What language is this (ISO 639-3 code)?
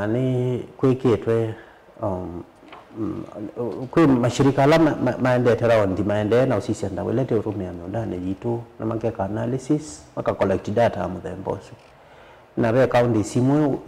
kam